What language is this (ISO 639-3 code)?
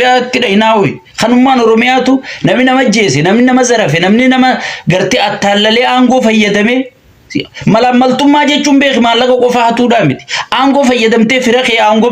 orm